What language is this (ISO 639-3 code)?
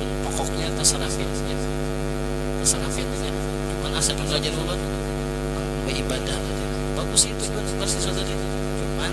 bjn